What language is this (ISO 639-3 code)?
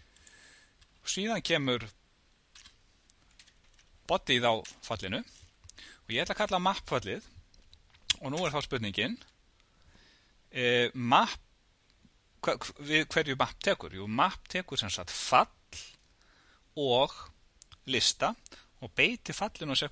isl